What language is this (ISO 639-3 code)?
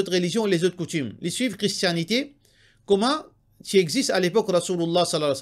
mfe